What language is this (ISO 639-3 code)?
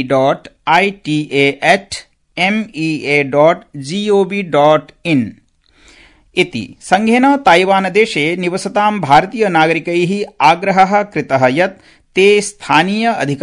san